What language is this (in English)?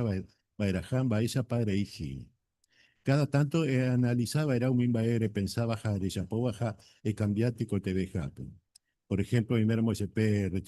Guarani